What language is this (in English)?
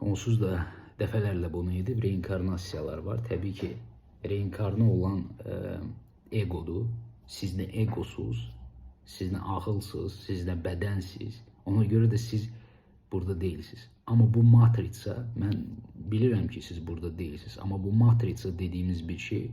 Azerbaijani